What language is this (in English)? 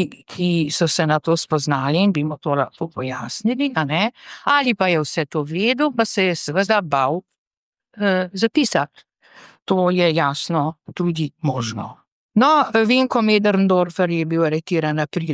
Slovenian